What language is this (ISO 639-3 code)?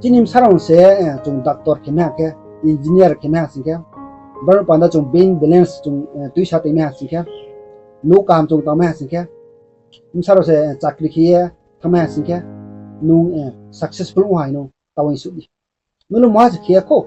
ria